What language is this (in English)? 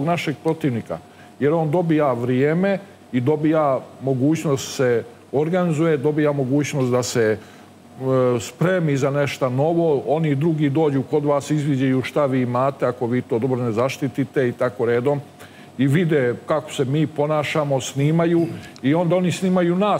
Serbian